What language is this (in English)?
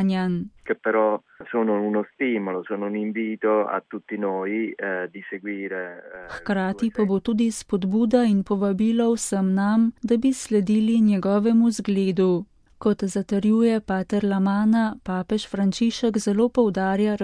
Slovenian